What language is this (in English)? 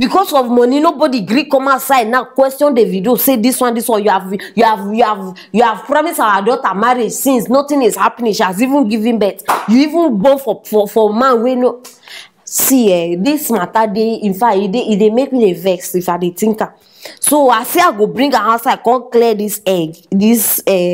Nigerian Pidgin